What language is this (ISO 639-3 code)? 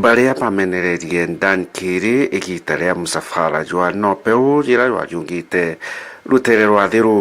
mer